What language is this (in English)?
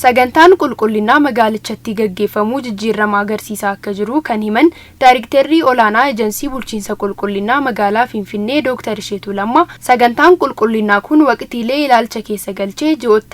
Oromo